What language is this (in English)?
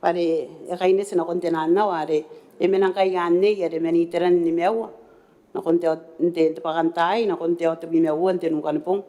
Gilbertese